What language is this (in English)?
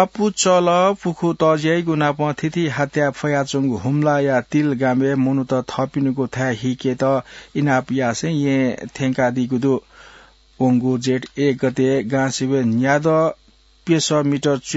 Newari